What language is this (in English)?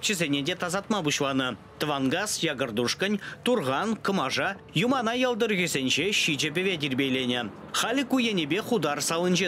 Chuvash